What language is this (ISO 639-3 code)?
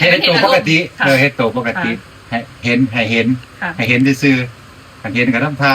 tts